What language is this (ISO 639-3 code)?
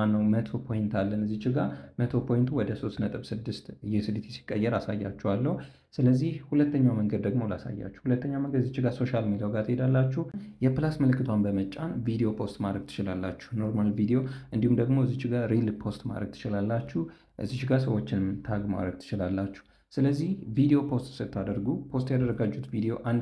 amh